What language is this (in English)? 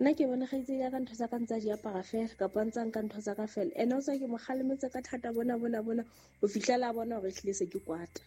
Southern Sotho